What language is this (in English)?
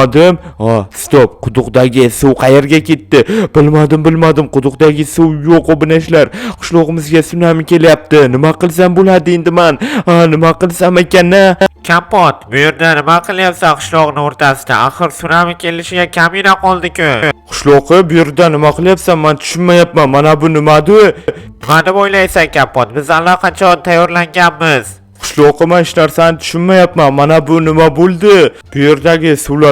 Uzbek